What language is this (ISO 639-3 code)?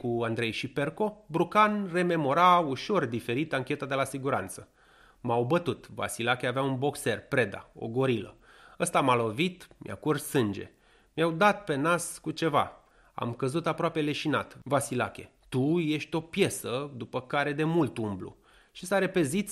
ron